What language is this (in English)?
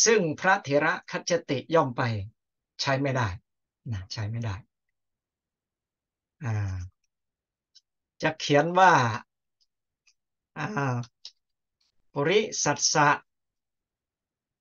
Thai